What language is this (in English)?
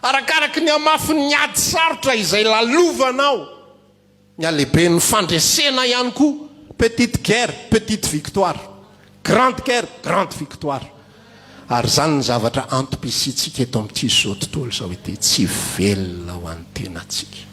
Malagasy